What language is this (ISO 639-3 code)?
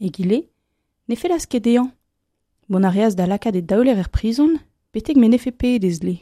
bre